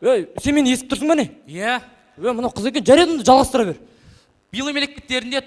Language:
Kazakh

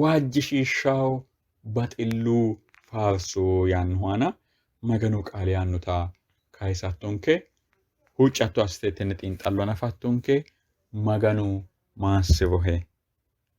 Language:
Sidamo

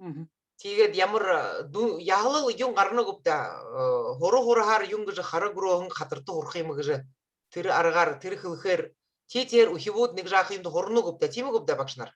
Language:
Buriat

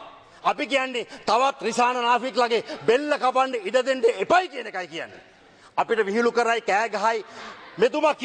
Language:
Sinhala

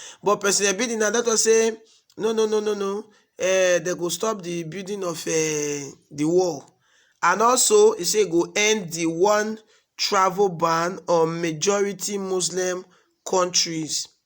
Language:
Nigerian Pidgin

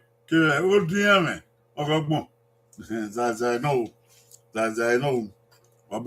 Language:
Bini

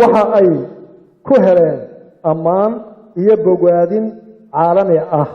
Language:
Somali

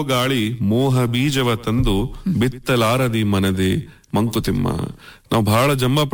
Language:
Kannada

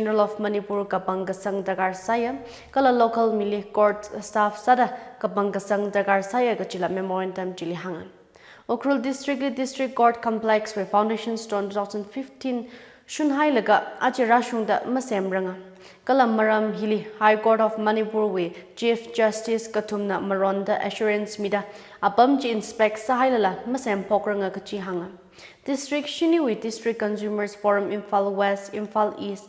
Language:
Tangkhul Naga (India)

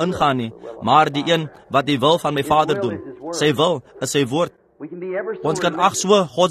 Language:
Afrikaans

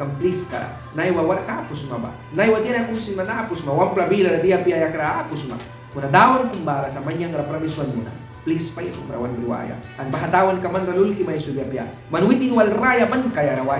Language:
Mískito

